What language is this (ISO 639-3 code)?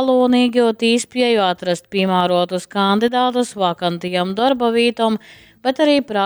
ltg